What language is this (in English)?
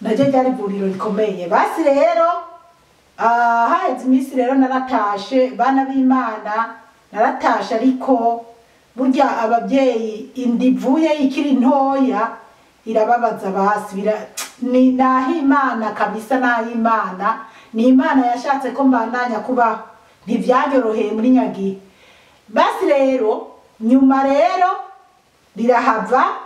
Rundi